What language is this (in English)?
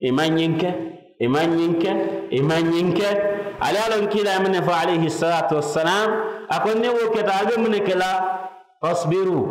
Mandingo